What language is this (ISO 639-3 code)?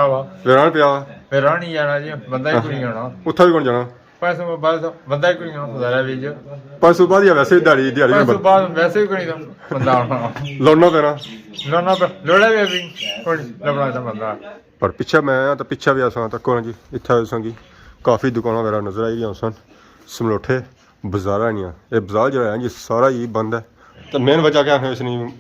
phr